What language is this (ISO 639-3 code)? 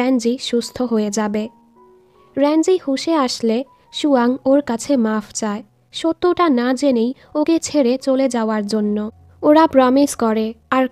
ben